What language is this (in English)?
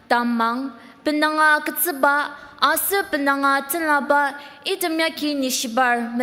Ao Naga